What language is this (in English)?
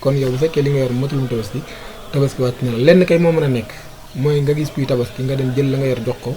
Wolof